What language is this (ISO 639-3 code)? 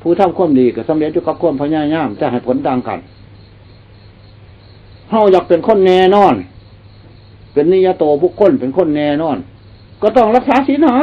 lao